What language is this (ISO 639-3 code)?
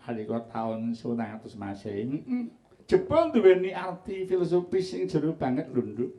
jav